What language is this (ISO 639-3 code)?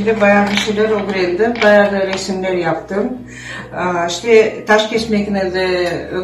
crh